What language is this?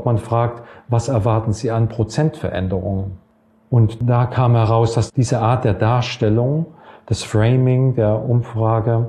German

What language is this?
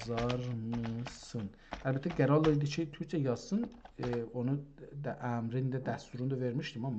South Azerbaijani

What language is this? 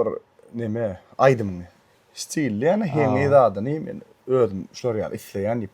Turkmen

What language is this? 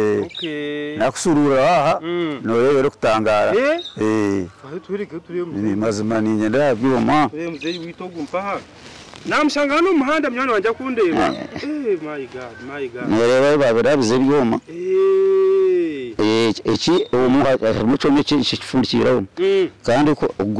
Kinyarwanda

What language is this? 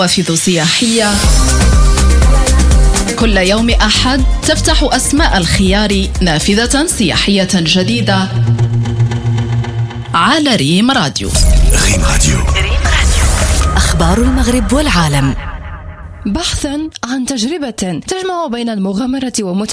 Arabic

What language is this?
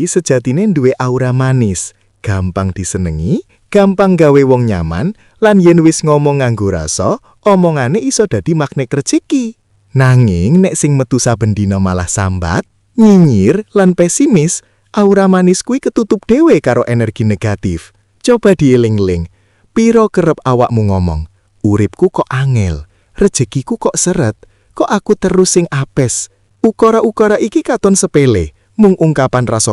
Javanese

